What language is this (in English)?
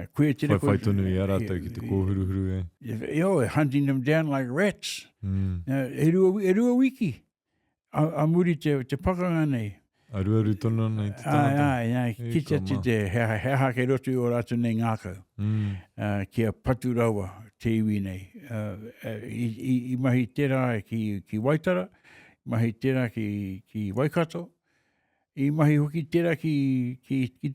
Māori